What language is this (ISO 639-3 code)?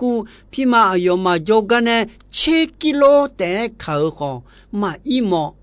ahk